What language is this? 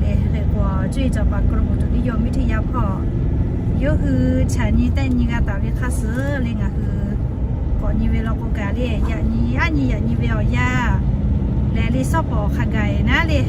Lahu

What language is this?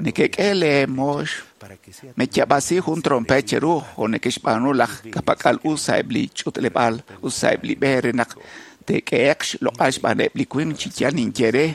Kekchí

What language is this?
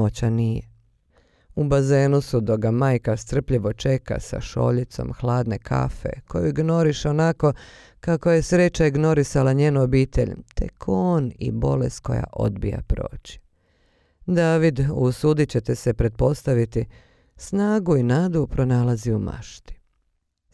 Bosnian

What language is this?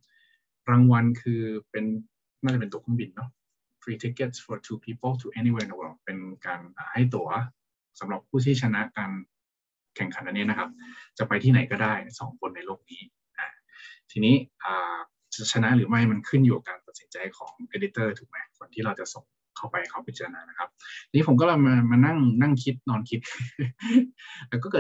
Thai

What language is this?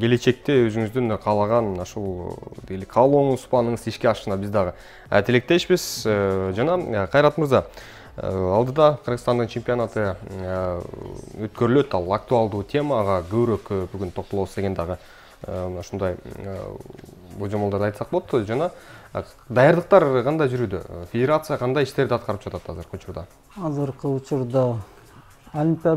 Kyrgyz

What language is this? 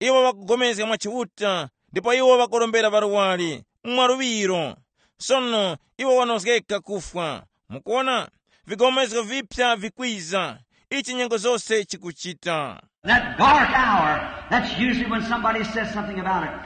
Tumbuka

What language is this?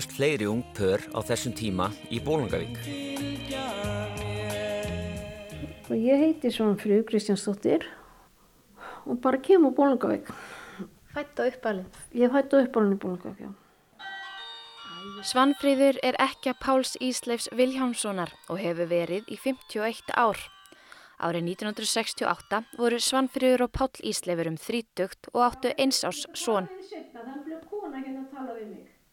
Icelandic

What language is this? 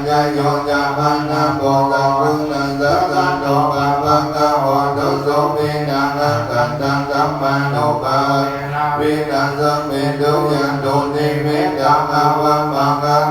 Pali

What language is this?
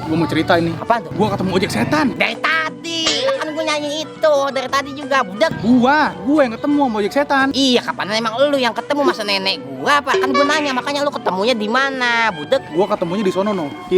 Betawi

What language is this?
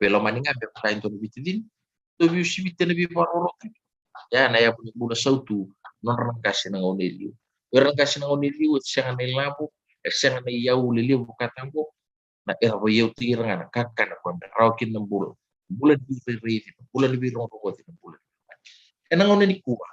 Fijian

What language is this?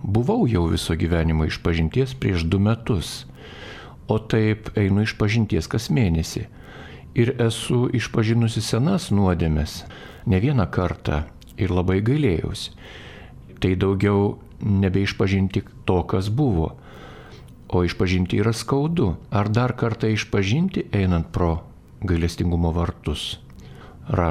Lithuanian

